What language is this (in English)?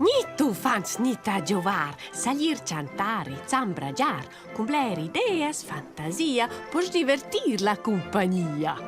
Romansh